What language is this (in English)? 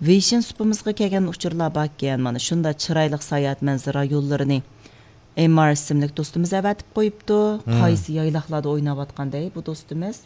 Uyghur